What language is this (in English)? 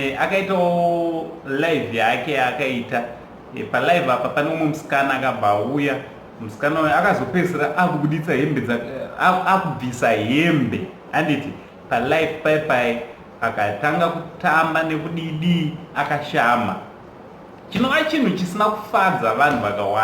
Shona